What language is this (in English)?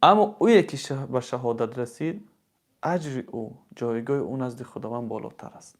Tajik